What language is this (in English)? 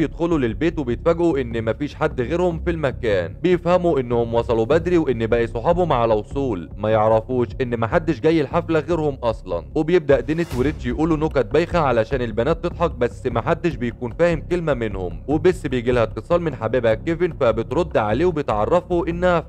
Egyptian Arabic